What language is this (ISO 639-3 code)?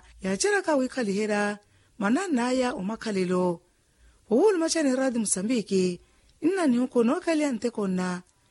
vmw